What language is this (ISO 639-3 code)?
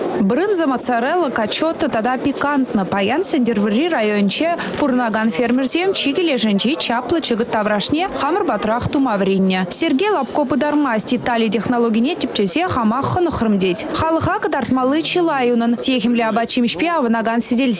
chv